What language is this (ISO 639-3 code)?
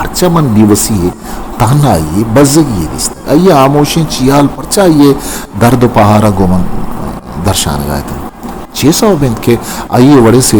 bgp